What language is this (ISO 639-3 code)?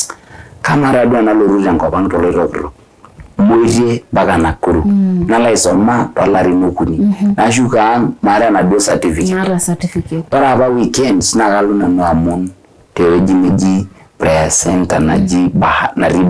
mas